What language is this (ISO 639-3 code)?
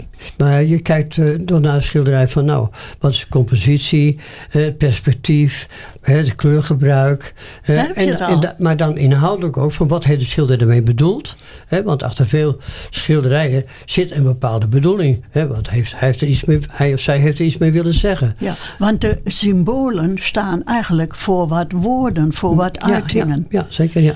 nld